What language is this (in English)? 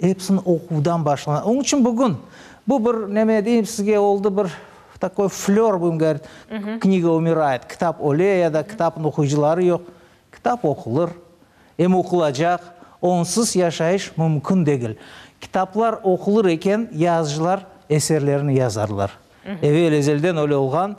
Crimean Tatar